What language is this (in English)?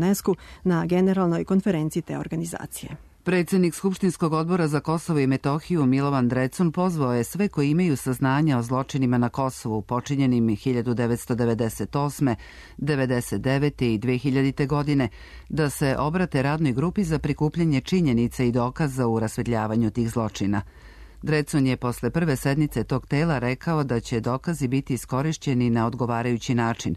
Serbian